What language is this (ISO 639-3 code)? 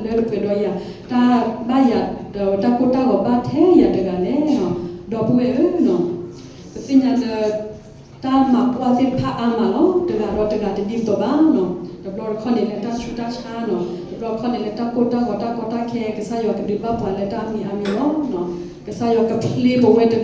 ksw